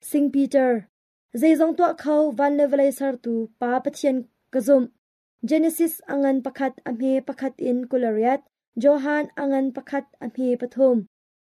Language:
Hakha Chin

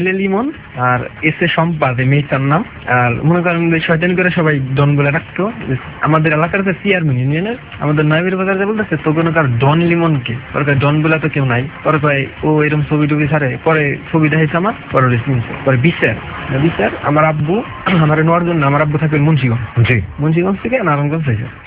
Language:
Bangla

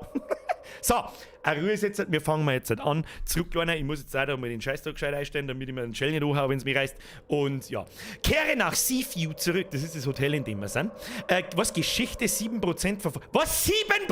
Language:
Bavarian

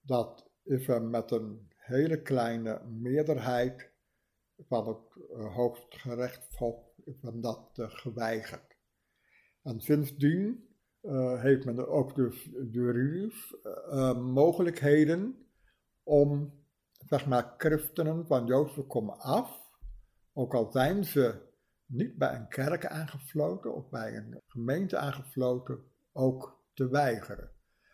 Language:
Dutch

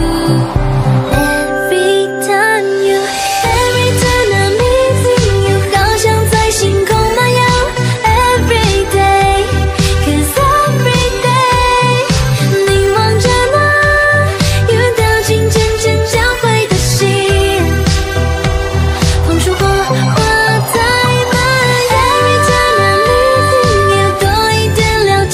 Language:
Chinese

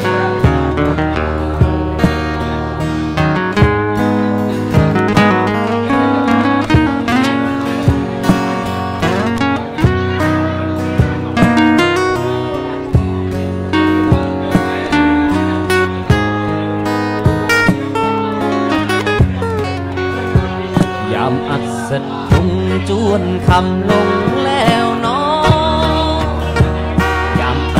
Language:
Thai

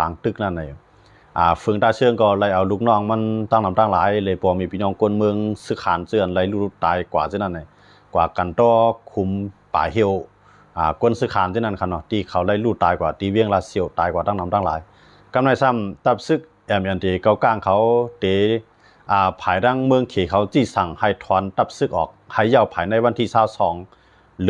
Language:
Shan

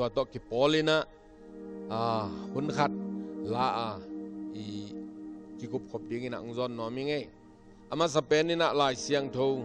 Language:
Tedim Chin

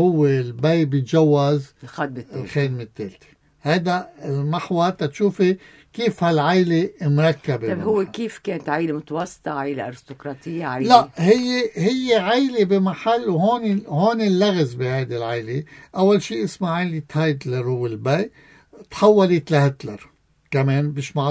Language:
North Levantine Arabic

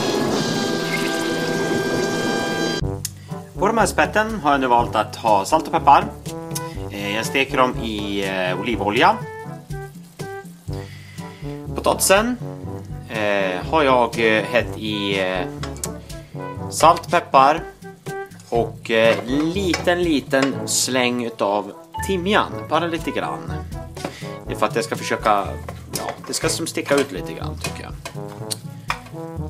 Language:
Swedish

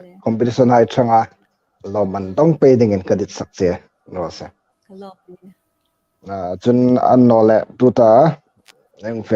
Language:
Hmar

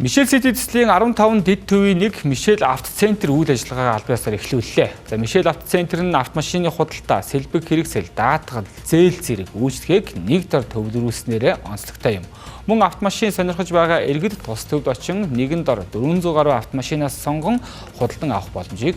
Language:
Mongolian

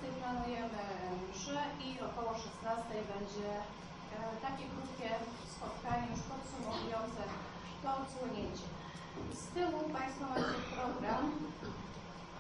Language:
Polish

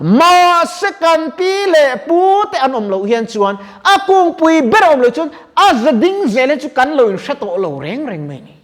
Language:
Mizo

